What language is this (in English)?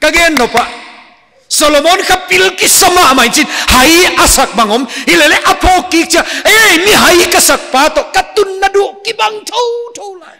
Paite Chin